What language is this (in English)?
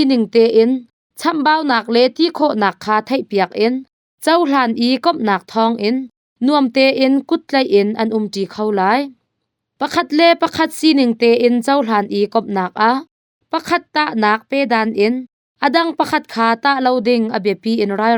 Hakha Chin